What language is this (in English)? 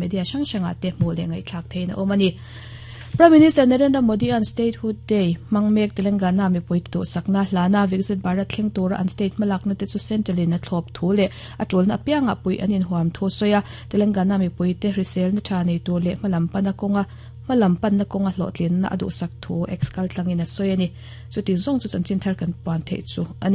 Mizo